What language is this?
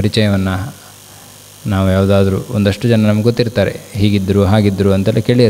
Kannada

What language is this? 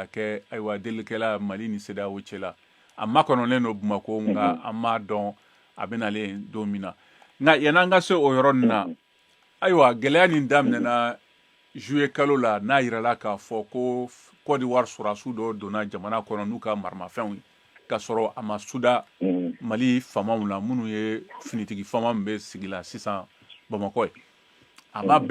Bambara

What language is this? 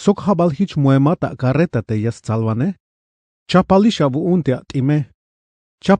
Tzeltal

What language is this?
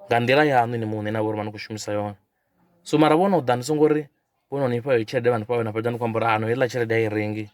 Venda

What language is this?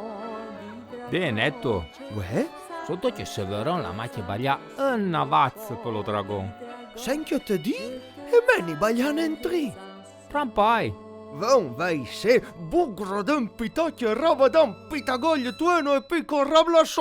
Arpitan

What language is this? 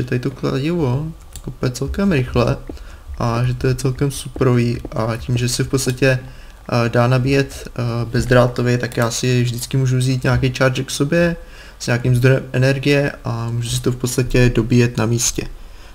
Czech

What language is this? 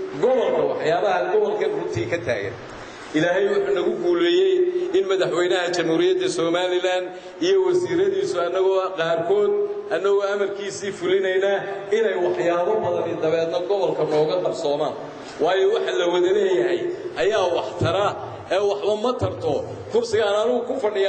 Somali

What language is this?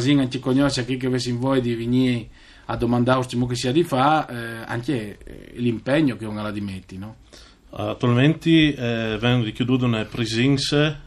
Friulian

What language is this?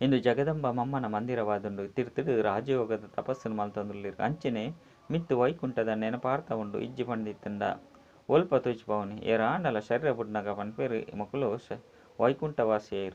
Tulu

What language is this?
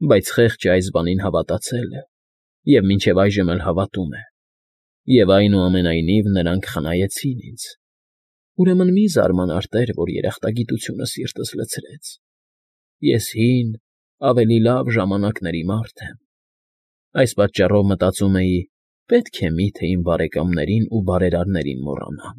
Armenian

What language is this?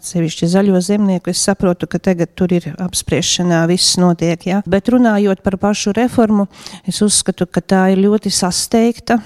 Latvian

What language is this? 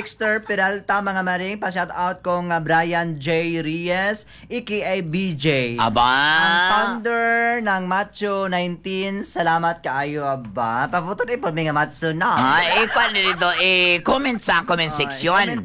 Cebuano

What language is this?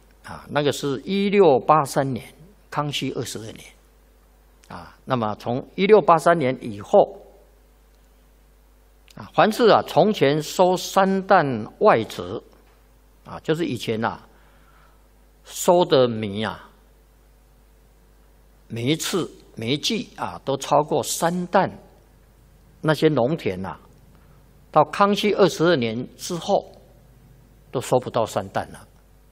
Chinese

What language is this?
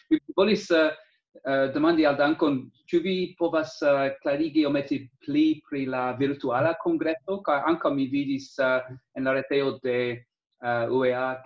Esperanto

